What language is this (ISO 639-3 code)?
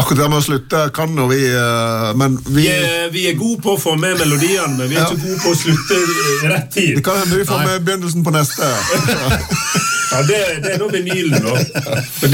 nor